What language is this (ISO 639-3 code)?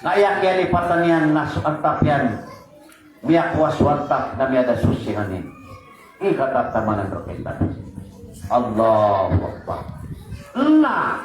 mrw